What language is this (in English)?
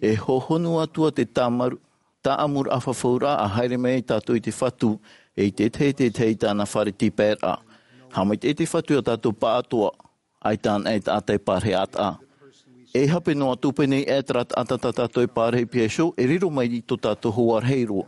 Tahitian